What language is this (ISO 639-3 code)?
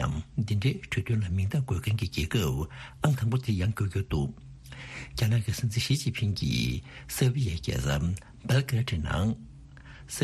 bod